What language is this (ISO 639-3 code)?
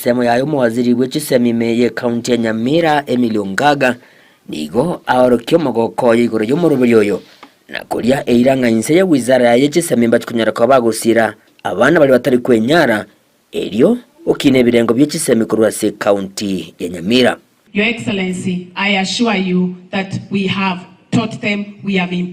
guz